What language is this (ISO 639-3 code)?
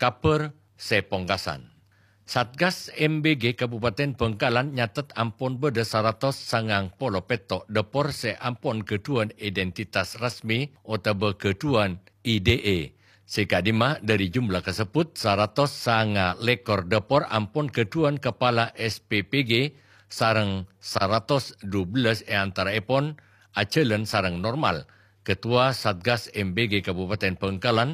mad